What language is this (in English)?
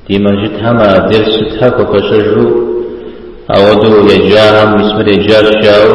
Kabardian